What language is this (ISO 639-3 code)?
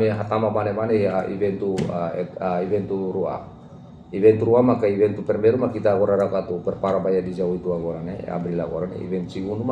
tet